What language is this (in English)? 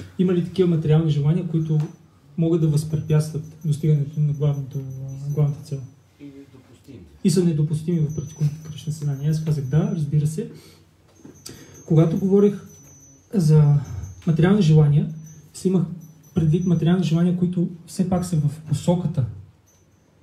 Bulgarian